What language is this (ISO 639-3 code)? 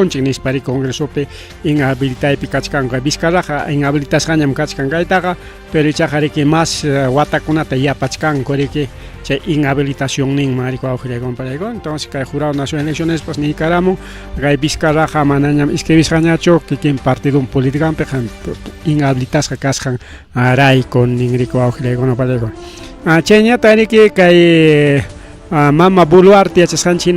quy